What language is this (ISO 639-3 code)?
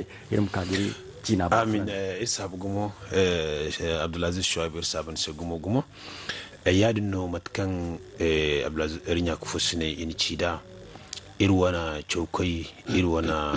dje